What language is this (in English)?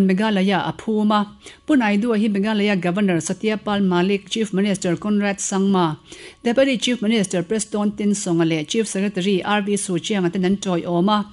Mizo